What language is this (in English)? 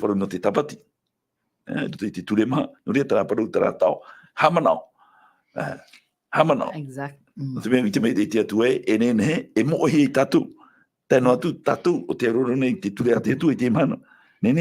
Tahitian